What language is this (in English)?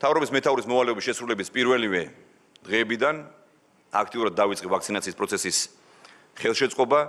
Georgian